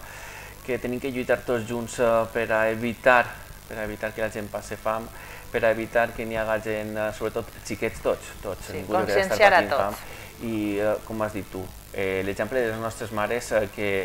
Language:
Catalan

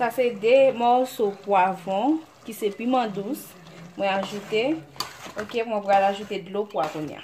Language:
Haitian Creole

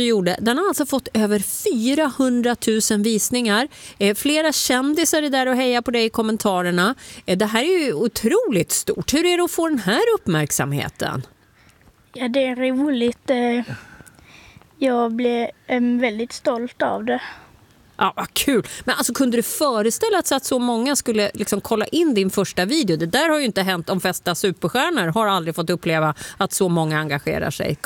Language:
Swedish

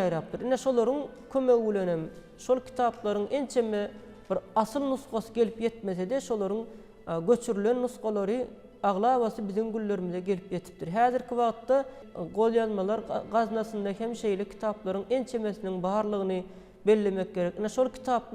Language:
Turkmen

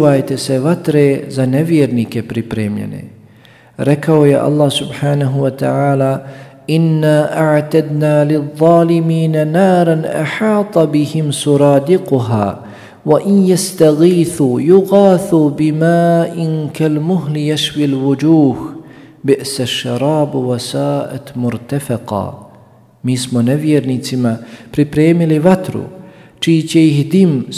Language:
Bosnian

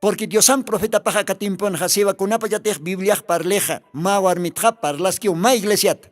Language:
Aymara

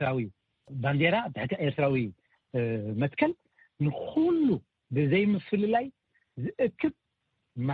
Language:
Tigrinya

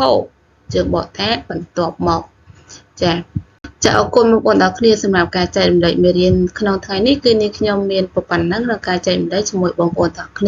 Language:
Khmer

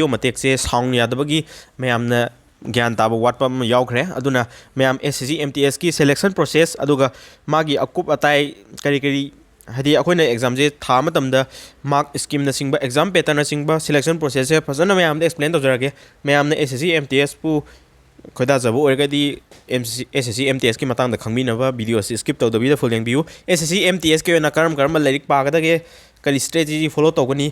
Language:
Manipuri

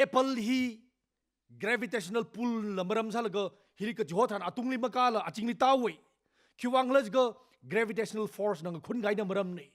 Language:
Tangkhul Naga (India)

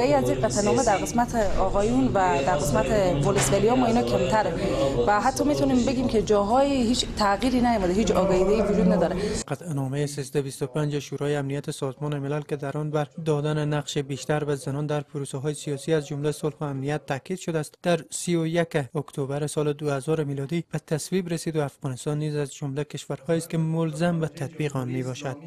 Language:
Persian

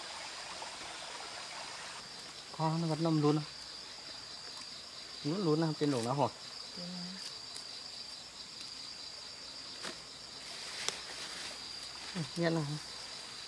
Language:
Vietnamese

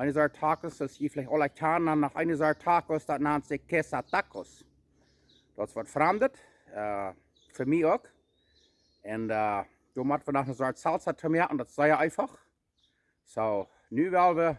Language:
Plautdietsch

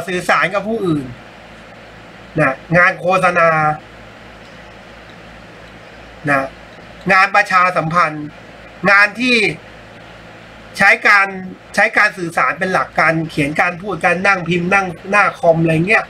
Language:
Thai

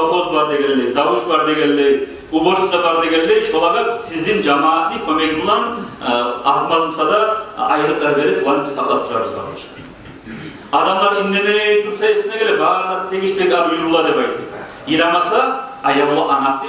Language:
Kumyk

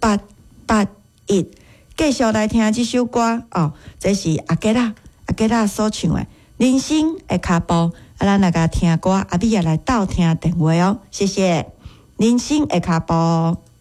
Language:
Min Nan Chinese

